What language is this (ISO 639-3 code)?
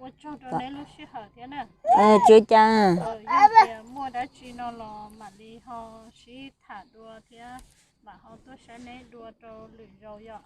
hmn